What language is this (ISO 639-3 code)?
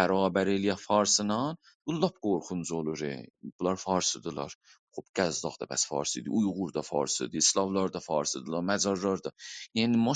azb